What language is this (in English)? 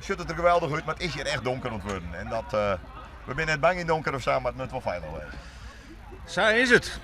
Western Frisian